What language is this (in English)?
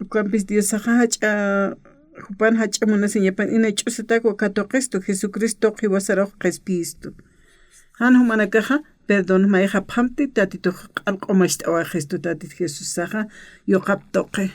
Aymara